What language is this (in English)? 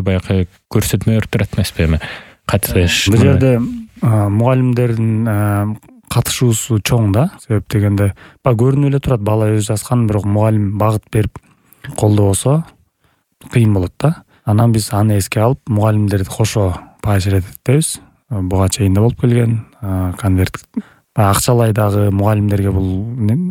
Kyrgyz